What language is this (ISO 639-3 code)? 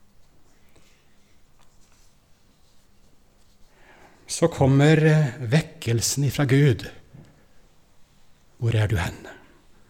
nor